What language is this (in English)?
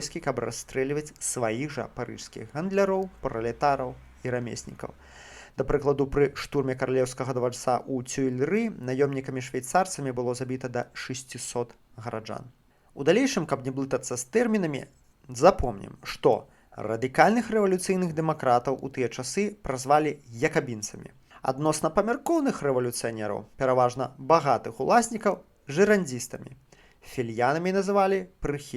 Belarusian